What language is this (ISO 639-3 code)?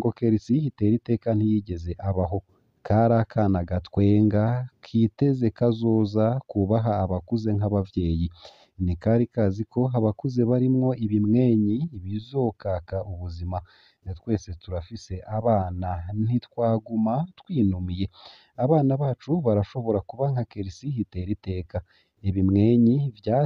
run